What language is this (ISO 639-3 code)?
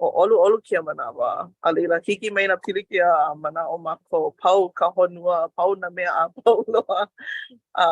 haw